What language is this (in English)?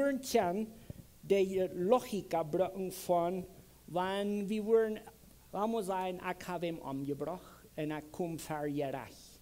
Plautdietsch